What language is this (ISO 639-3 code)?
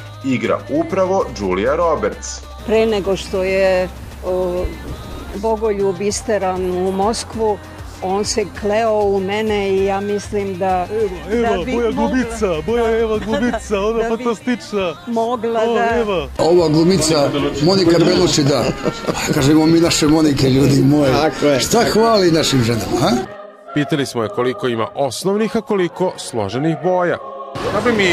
srp